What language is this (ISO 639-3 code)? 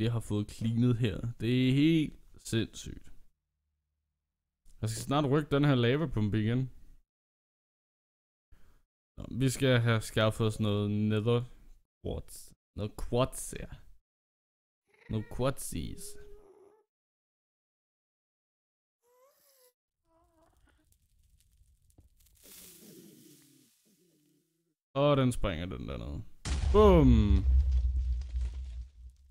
dan